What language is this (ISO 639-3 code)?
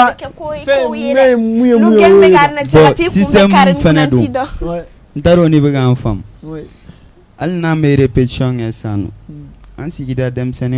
bam